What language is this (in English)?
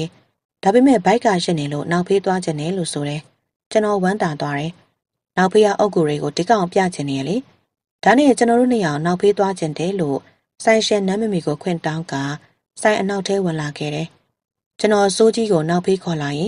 Burmese